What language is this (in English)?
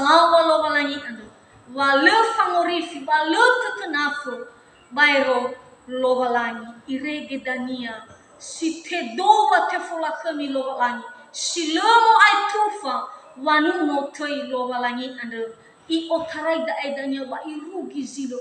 Nias